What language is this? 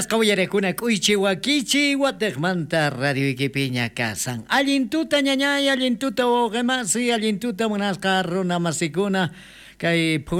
South Bolivian Quechua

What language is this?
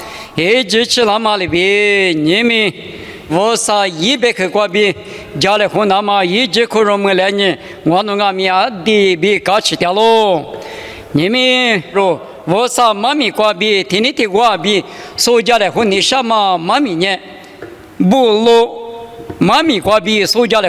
Lisu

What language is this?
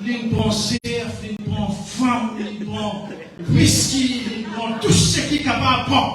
Morisyen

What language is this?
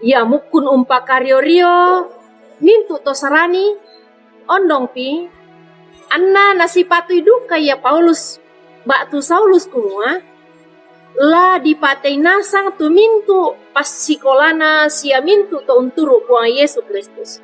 Toraja-Sa'dan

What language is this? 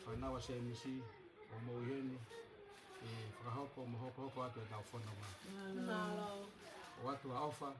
Tongan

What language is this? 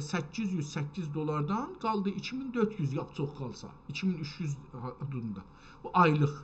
South Azerbaijani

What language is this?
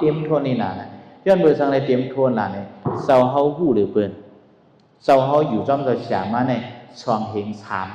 Shan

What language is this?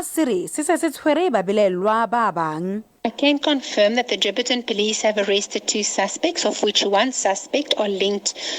Tswana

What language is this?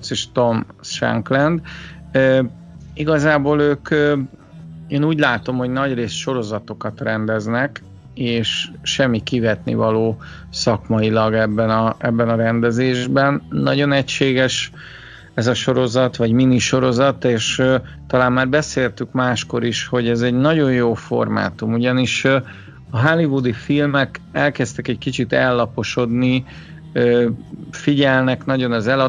Hungarian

